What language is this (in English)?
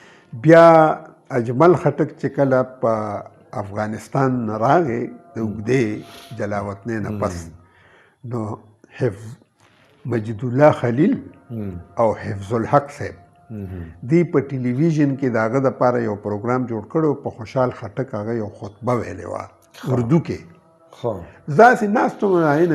Pashto